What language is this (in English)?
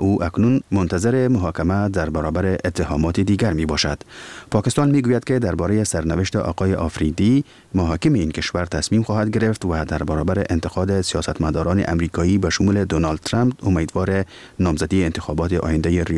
Persian